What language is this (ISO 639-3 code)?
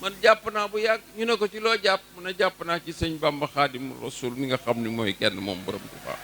wol